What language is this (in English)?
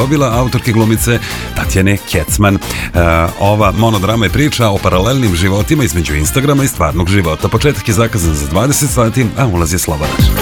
Serbian